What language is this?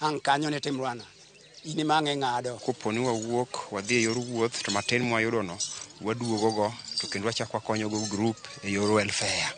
Luo (Kenya and Tanzania)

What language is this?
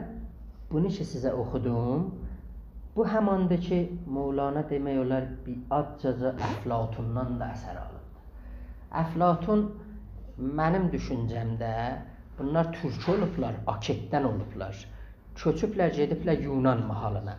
South Azerbaijani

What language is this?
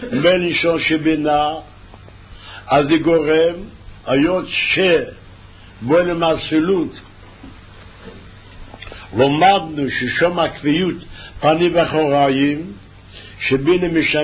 Hebrew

